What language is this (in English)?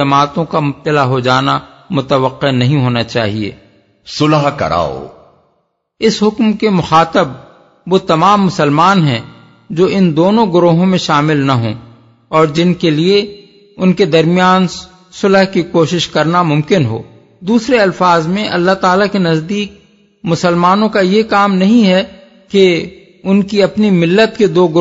Urdu